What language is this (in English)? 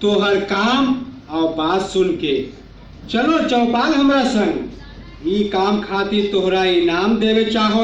Magahi